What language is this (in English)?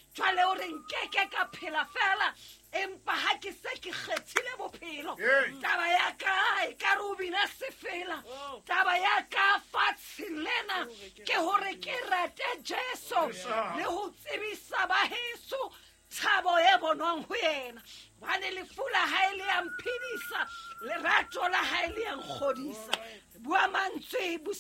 Southern Sotho